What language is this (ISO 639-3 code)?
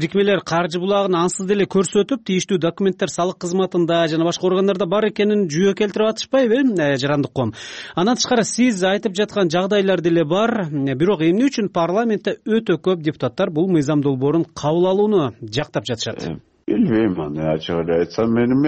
kir